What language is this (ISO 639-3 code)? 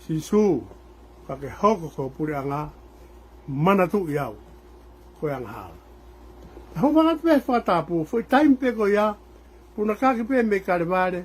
ton